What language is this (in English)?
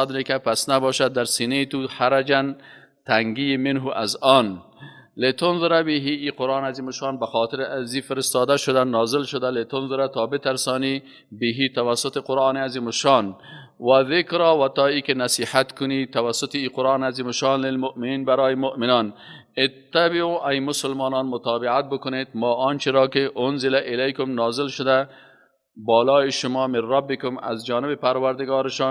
Persian